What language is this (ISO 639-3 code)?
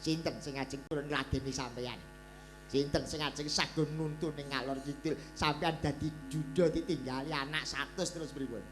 jav